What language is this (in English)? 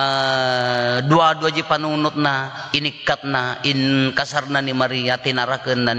Iloko